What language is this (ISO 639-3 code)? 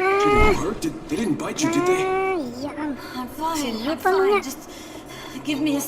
bjn